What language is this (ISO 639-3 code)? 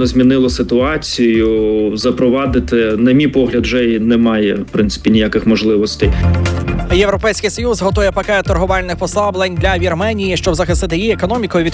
ukr